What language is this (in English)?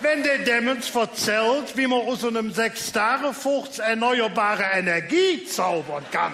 Colognian